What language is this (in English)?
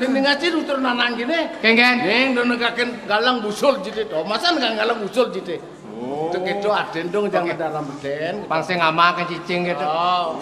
Balinese